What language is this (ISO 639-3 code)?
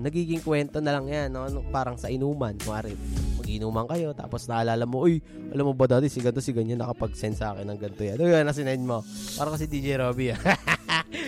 fil